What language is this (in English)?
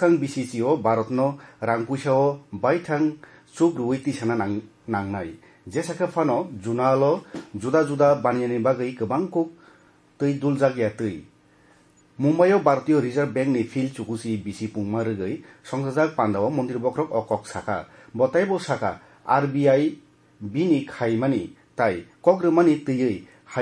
Kok Borok